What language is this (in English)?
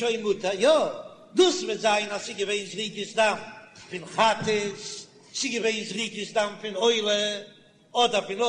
Yiddish